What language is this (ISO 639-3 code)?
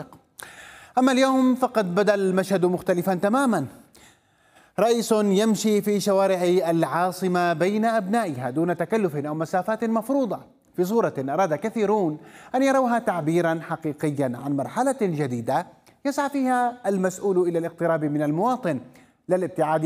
ara